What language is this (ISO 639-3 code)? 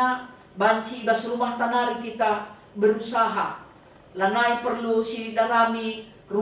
btx